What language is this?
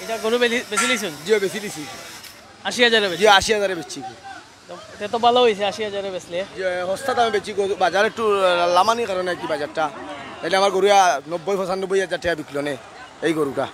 Sylheti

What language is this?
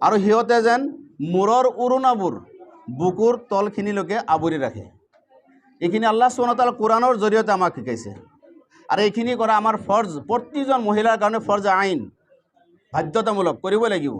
Assamese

